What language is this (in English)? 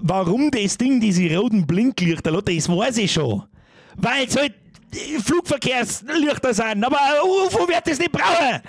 Bavarian